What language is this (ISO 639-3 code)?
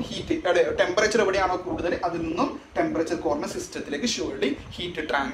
mal